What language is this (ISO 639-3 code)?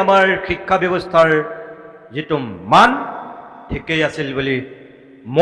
asm